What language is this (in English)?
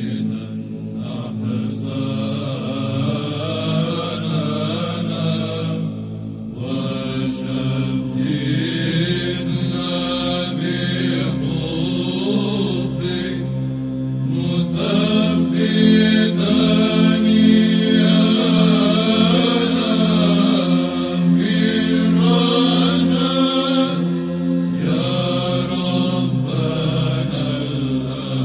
Arabic